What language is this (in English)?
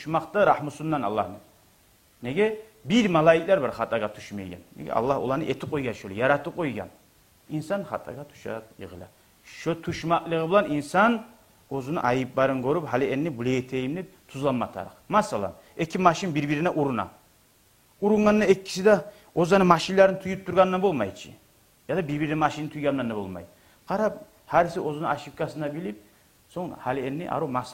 Kumyk